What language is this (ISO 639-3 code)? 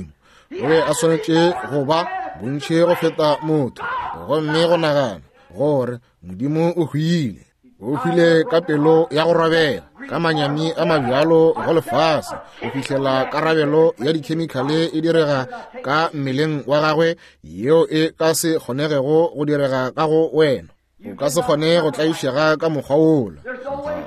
nso